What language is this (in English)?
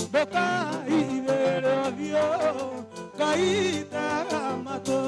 Kikuyu